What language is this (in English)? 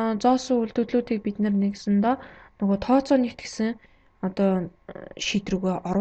Mongolian